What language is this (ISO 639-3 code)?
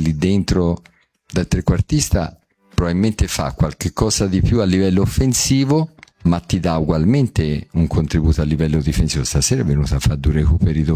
ita